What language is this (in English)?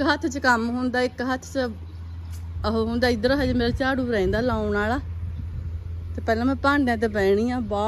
Punjabi